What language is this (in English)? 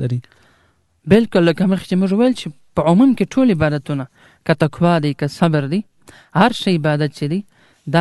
Pashto